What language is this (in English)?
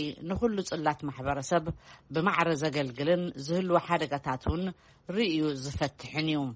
Tigrinya